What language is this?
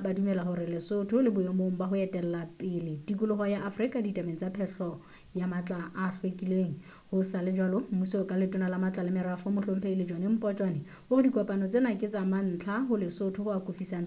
Southern Sotho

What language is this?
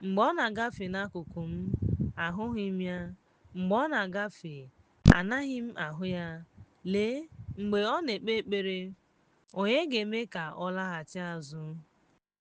Igbo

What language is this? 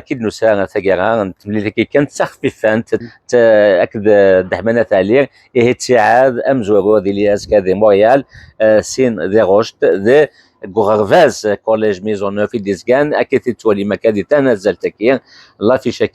Kabyle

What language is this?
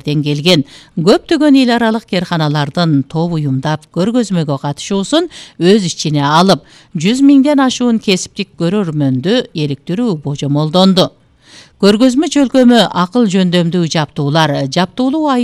Kyrgyz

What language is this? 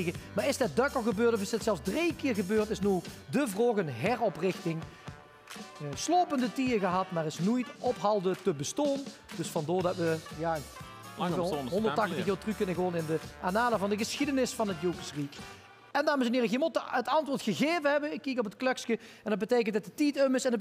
Limburgish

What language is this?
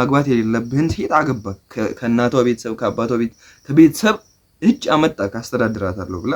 Amharic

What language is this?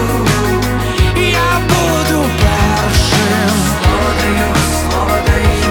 Ukrainian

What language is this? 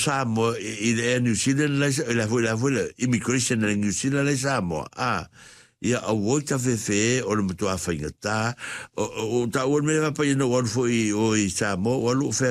Samoan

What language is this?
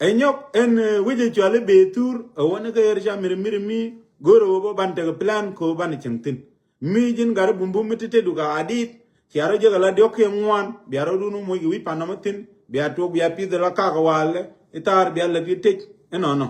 Nuer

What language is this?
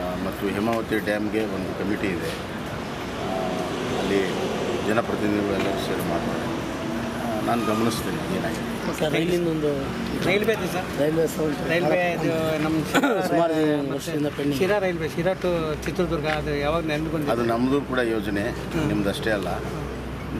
Kannada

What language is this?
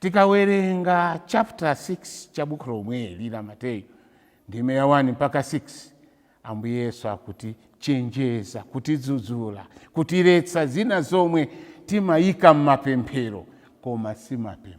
Nyanja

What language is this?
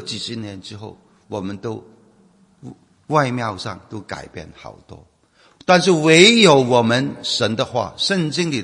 Chinese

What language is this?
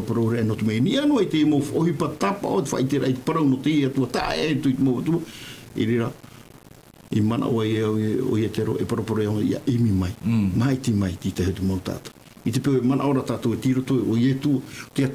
Tahitian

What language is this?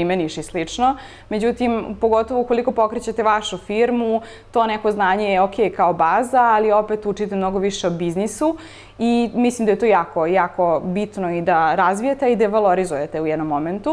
Serbian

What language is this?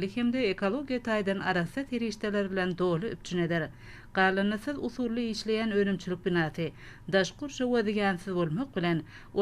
Turkmen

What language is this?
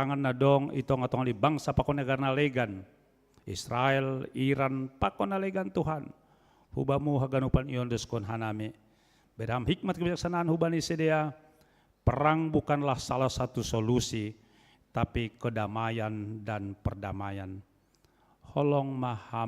Batak Simalungun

